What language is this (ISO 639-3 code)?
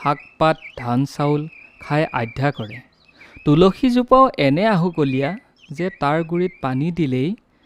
asm